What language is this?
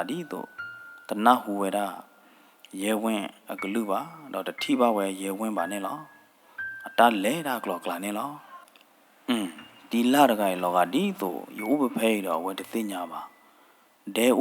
S'gaw Karen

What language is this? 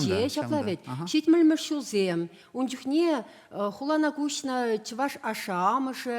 Chuvash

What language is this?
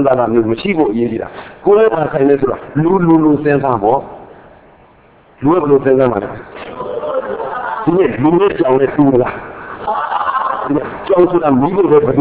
Burmese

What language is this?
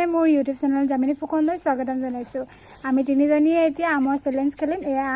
Assamese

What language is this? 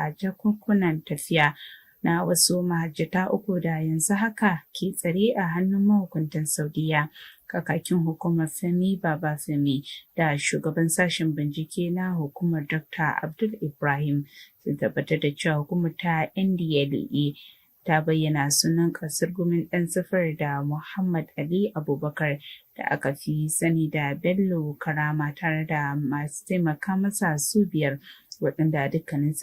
Hausa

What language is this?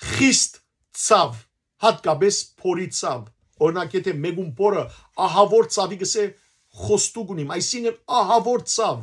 Western Armenian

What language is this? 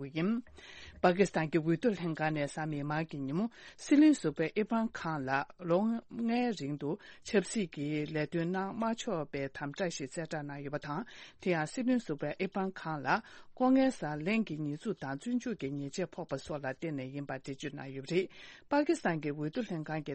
Tibetan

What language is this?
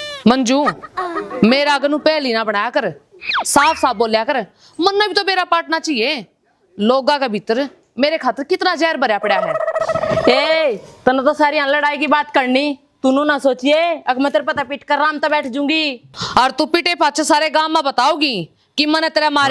Haryanvi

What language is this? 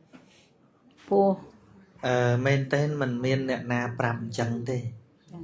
Khmer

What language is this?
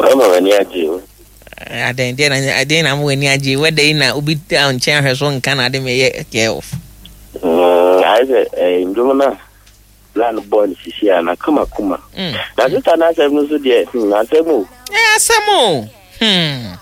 Akan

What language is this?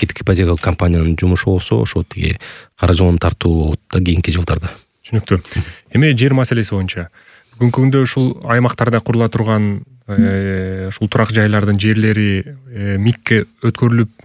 Kyrgyz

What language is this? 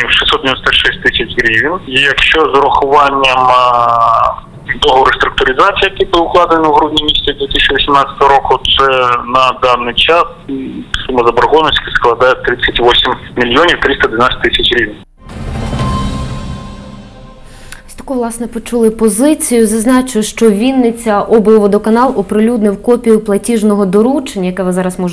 Ukrainian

